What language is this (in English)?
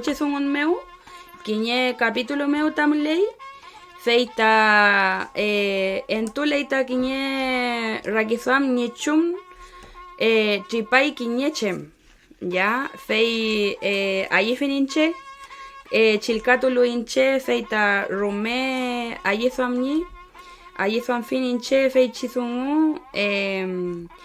Mapuche